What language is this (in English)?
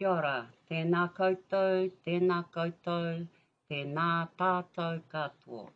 Māori